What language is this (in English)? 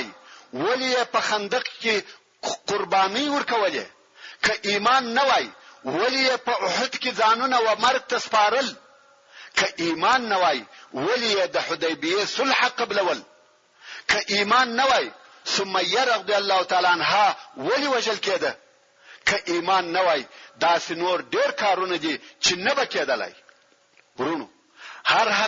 Pashto